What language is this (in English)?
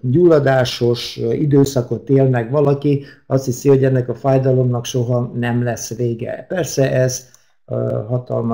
Hungarian